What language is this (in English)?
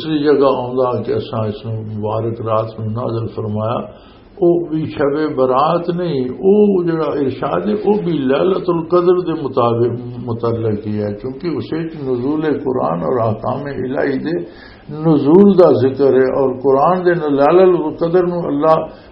Western Panjabi